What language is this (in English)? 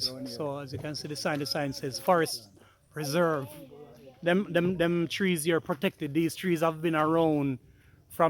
Jamaican Creole English